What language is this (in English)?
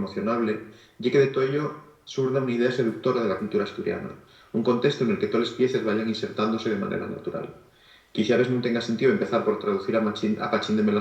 Asturian